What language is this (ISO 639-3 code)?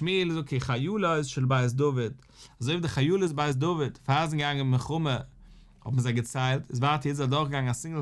yid